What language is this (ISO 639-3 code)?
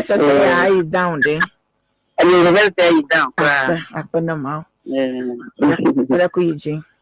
ewe